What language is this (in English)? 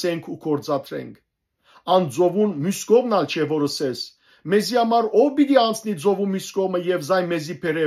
Western Armenian